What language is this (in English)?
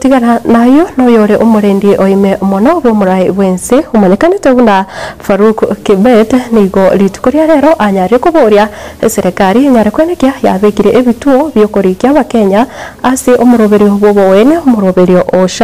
Gusii